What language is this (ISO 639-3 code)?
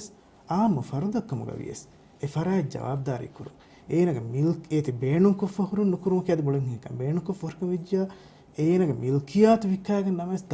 div